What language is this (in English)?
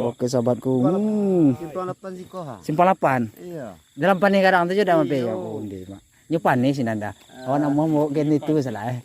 Minangkabau